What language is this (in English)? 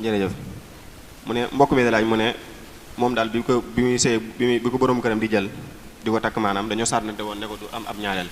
Wolof